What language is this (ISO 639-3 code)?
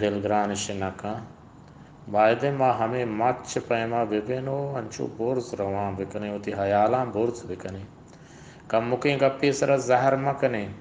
bgp